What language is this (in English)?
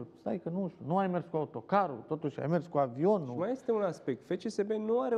Romanian